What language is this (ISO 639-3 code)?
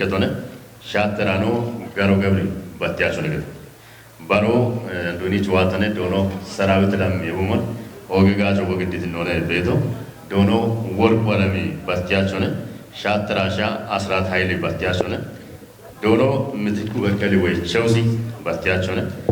kbr